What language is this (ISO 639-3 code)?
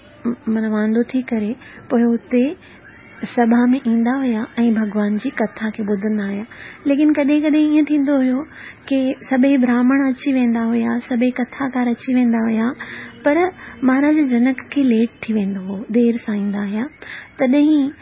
snd